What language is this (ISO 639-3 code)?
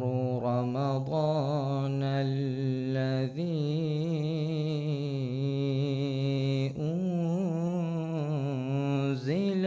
div